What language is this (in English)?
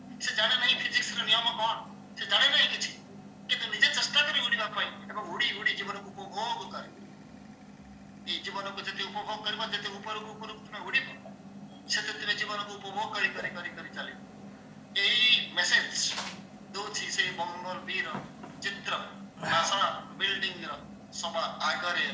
Odia